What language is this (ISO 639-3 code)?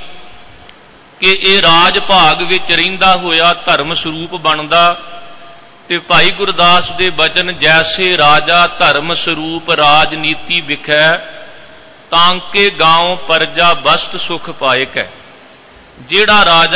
pan